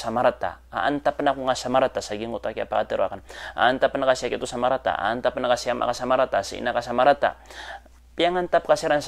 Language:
Maranao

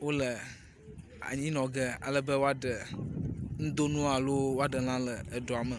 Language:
Ewe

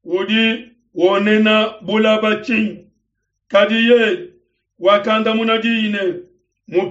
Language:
Luba-Lulua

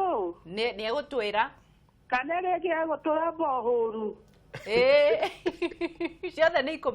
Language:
Kikuyu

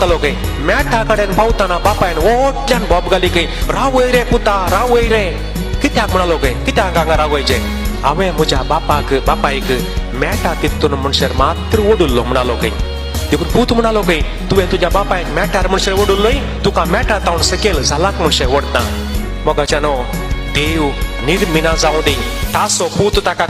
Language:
Konkani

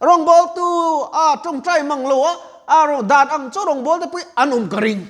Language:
Mizo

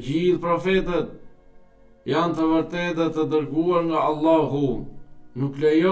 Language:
Albanian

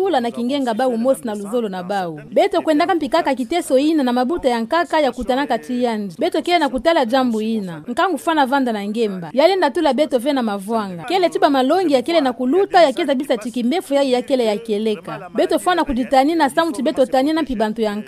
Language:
Kituba (Democratic Republic of Congo)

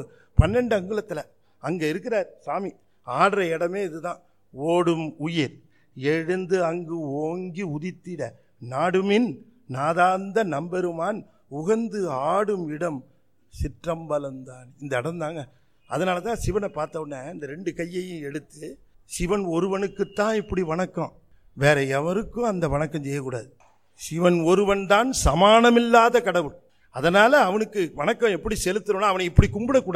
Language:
Tamil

